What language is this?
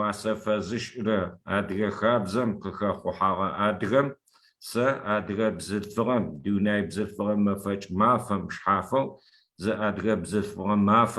Adyghe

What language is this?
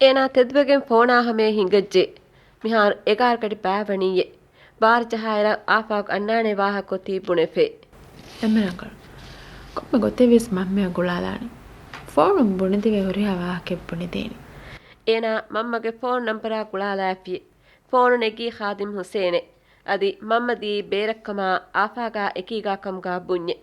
Divehi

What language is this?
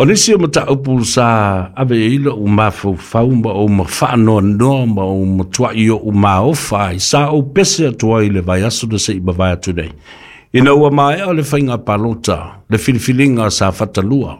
Samoan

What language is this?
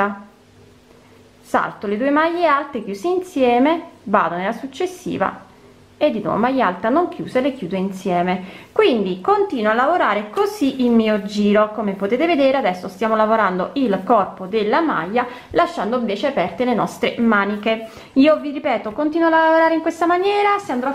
Italian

